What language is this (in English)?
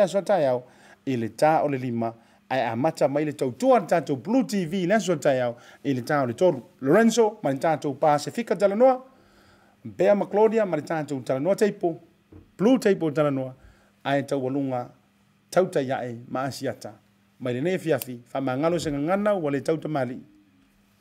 Samoan